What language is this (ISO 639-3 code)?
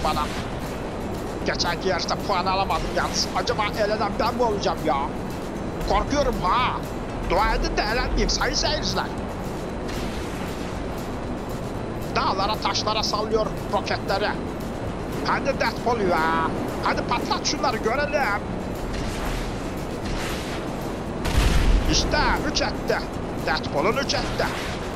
tur